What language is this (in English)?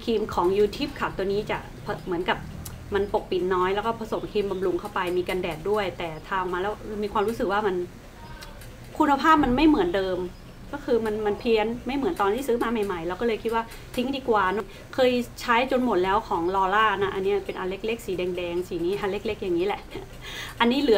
Thai